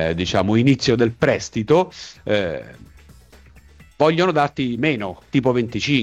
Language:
Italian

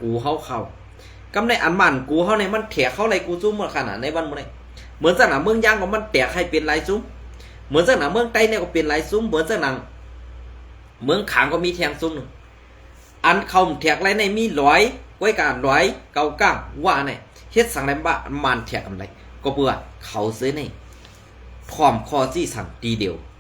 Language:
Shan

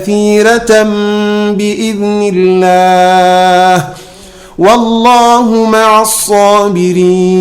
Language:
Wolof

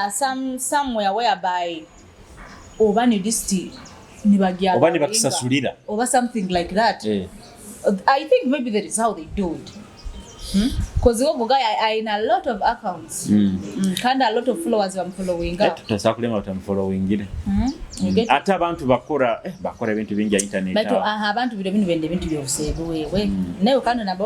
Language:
Nyoro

